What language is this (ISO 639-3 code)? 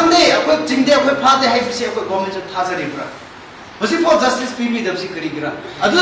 mni